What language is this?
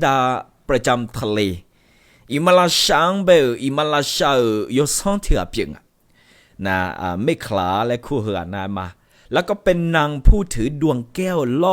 Akha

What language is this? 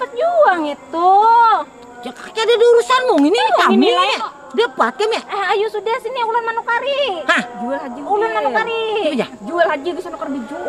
Banjar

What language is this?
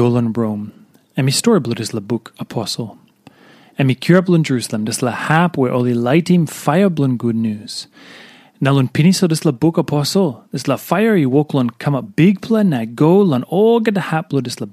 Tok Pisin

